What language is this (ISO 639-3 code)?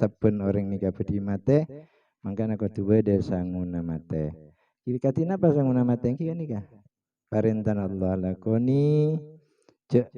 mad